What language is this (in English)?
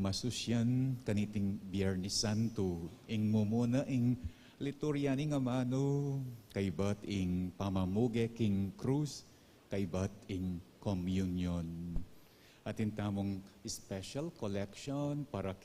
Pampanga